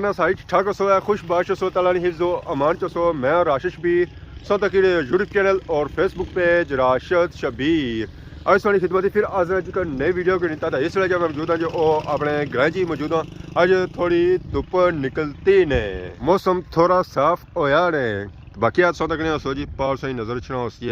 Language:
Pahari-Potwari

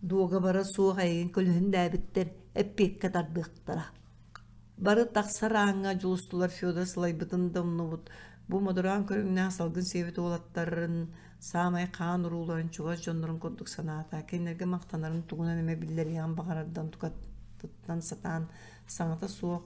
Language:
Yakut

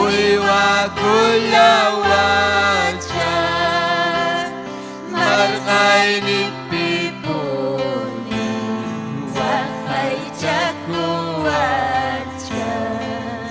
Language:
Ayacucho Quechua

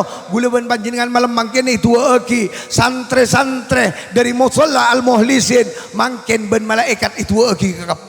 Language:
Madurese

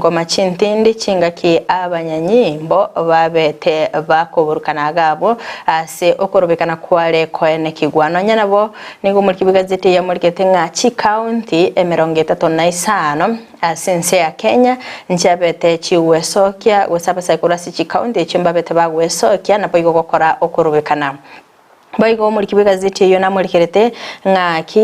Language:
Gusii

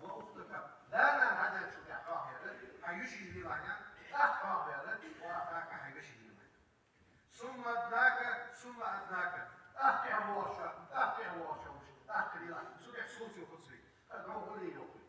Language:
Ingush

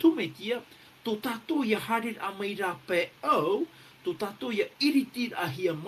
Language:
Tahitian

